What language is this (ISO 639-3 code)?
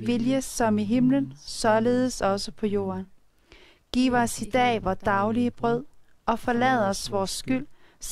dan